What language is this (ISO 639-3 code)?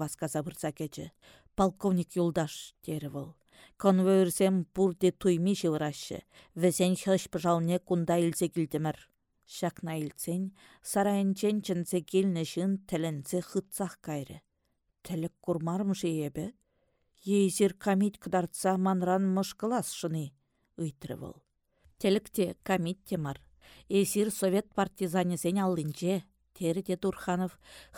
chv